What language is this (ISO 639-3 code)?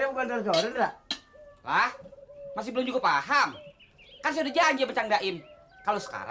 bew